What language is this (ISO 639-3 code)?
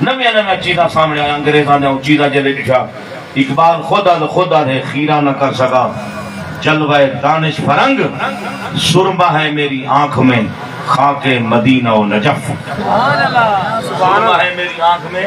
skr